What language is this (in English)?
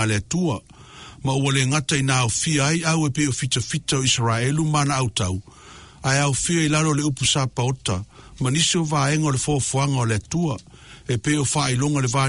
Samoan